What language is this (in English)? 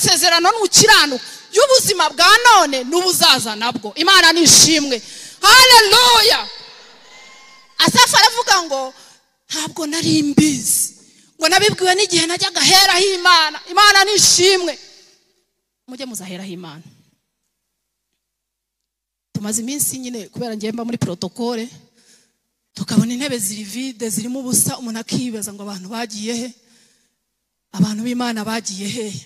Kinyarwanda